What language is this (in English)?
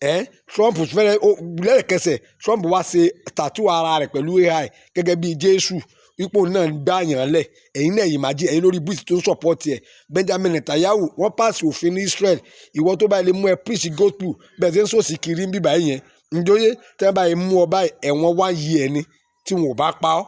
Yoruba